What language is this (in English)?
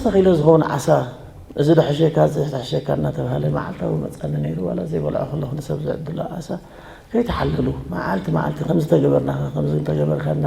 Tigrinya